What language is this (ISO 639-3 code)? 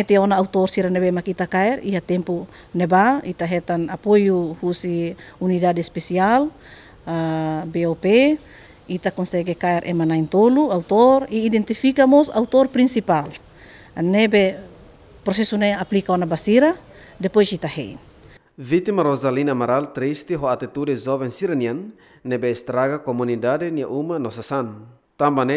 tet